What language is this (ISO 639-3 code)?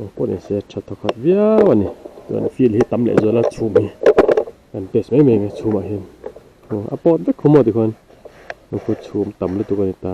lus